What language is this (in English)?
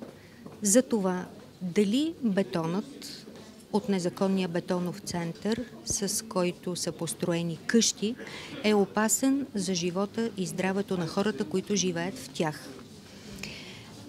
Bulgarian